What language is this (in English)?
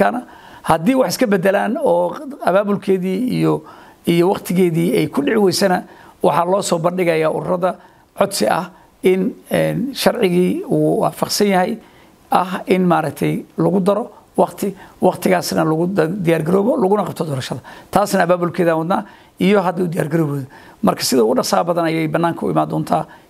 Somali